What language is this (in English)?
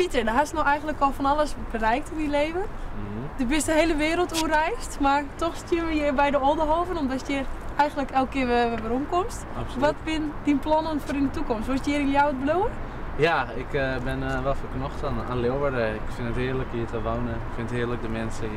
Western Frisian